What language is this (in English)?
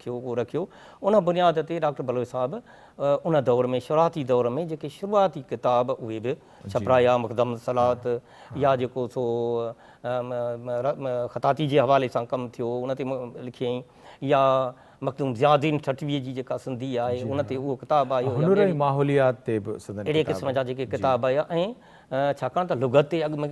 Sindhi